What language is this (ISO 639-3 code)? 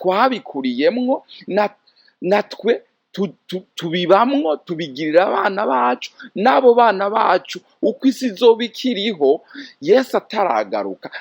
run